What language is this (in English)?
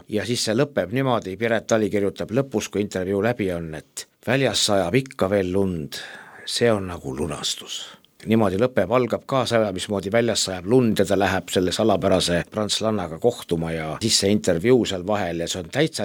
Estonian